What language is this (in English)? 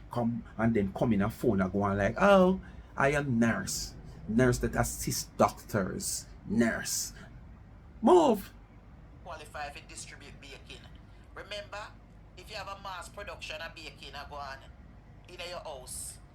Jamaican Creole English